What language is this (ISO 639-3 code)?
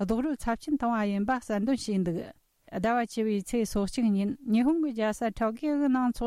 bod